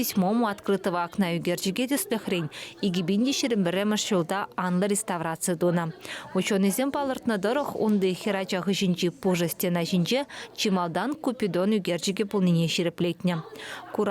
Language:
Chuvash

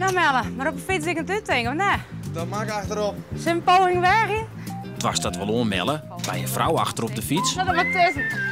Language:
Western Frisian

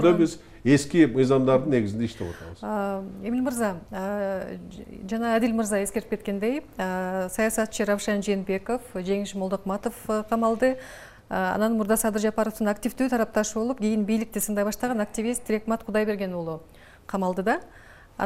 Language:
Kyrgyz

